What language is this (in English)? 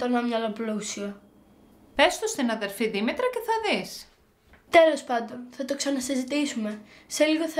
Greek